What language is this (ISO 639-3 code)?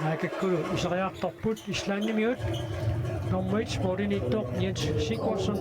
kal